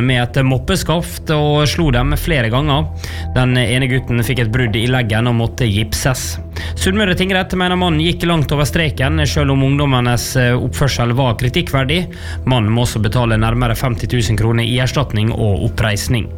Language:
Norwegian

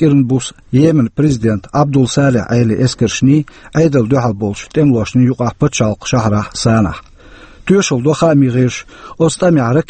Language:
Chechen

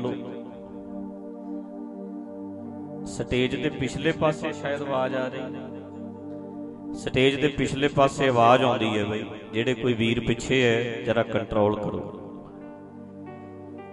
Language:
Punjabi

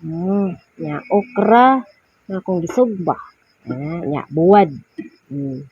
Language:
Cebuano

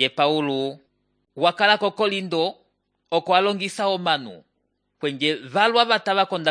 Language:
Umbundu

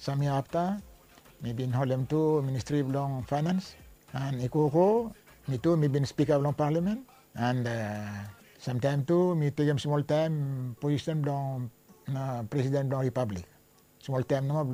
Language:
Bislama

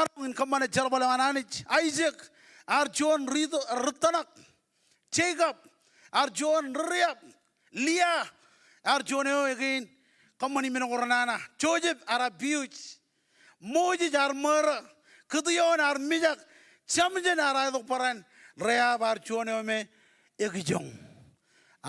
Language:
Marshallese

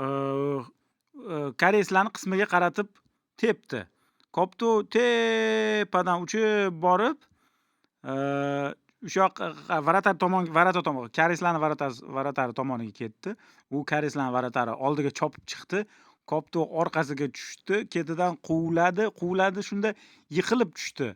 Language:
Uzbek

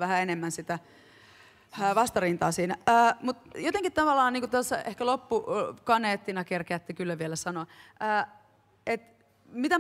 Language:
Finnish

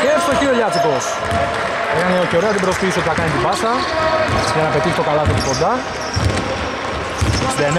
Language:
Greek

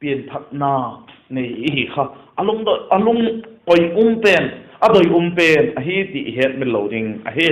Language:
Vaiphei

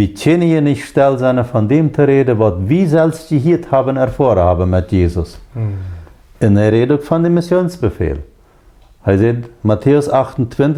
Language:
Plautdietsch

